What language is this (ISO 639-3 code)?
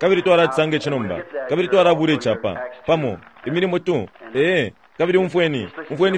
bem